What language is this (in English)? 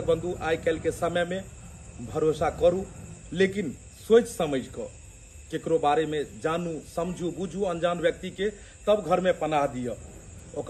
Maithili